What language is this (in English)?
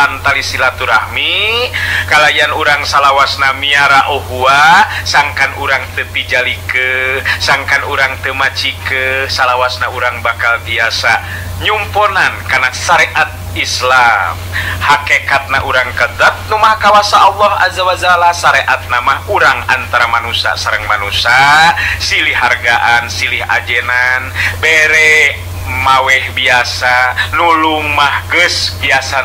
Sundanese